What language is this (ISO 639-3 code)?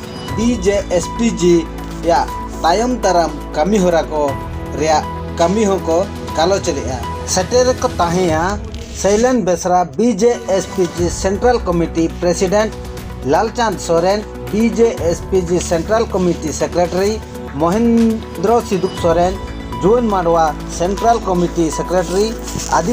sat